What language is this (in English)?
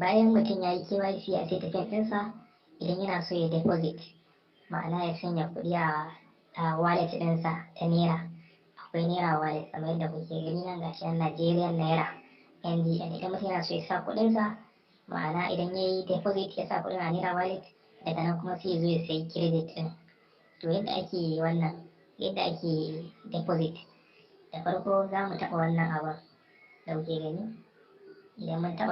Hausa